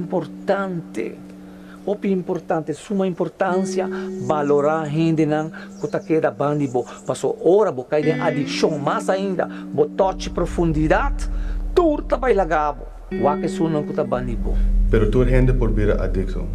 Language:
Papiamento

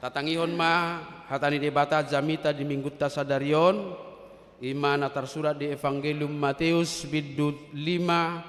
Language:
Batak Toba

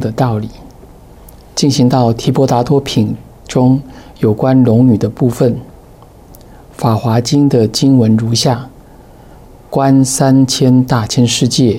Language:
Chinese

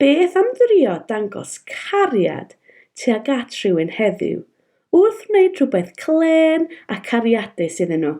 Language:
Welsh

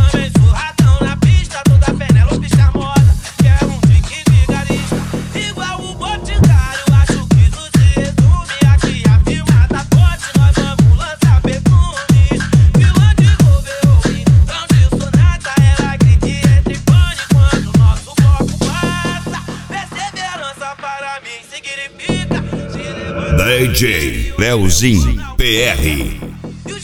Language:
Portuguese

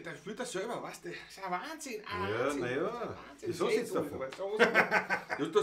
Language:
Bavarian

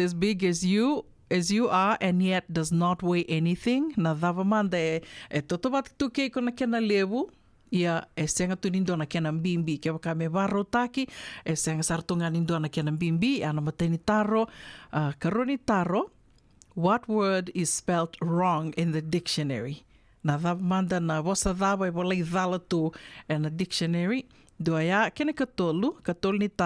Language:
Fijian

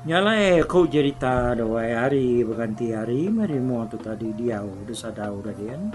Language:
Iban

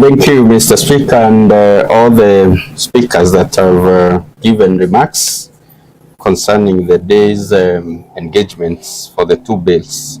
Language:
Meru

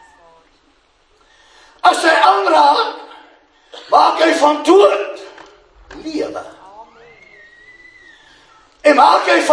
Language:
Afrikaans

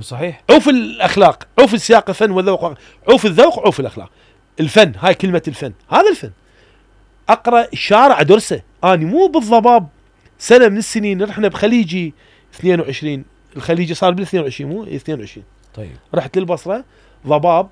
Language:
Mesopotamian Arabic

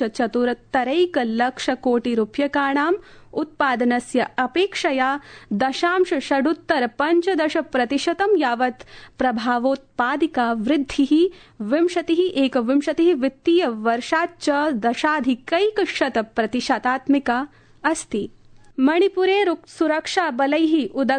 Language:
Sanskrit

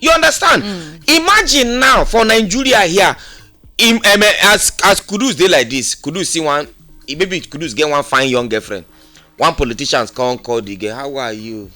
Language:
Nigerian Pidgin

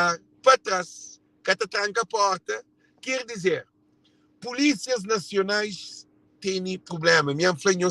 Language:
Kabuverdianu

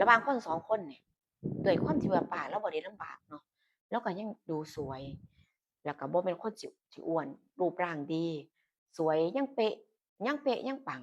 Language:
Northeastern Thai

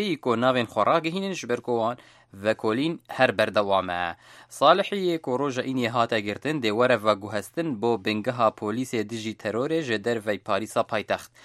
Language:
Kurdish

